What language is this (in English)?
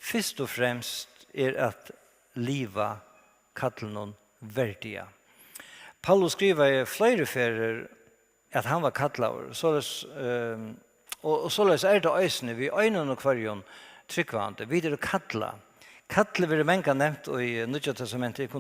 Faroese